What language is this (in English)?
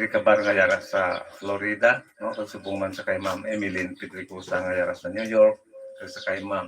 Hiligaynon